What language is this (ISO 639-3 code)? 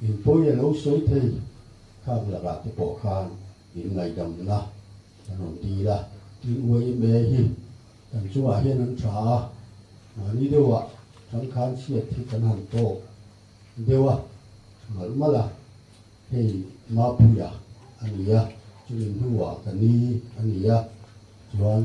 lus